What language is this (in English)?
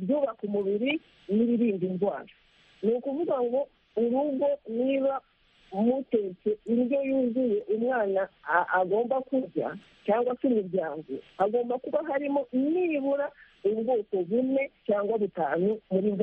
Kinyarwanda